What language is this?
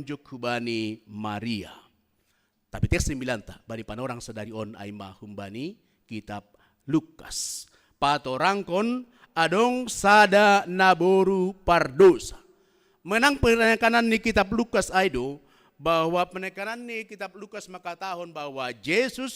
Batak Simalungun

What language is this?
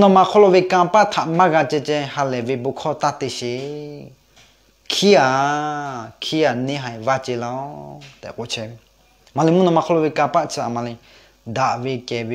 Lahu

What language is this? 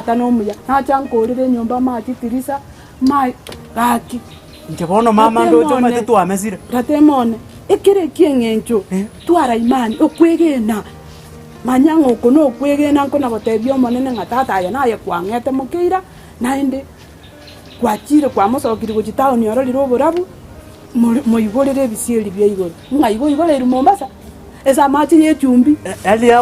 Gusii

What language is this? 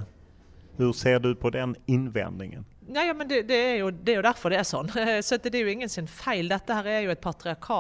Norwegian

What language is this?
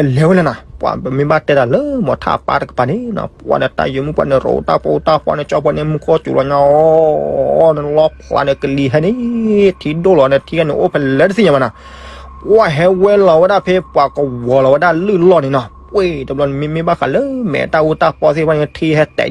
S'gaw Karen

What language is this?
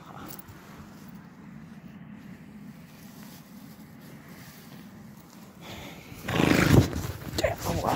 Swedish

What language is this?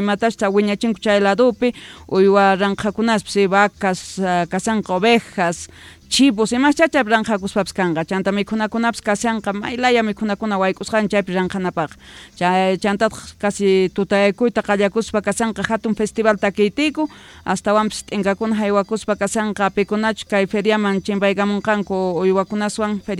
South Bolivian Quechua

